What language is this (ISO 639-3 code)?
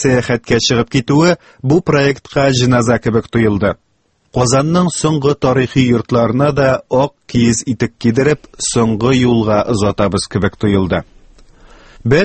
tat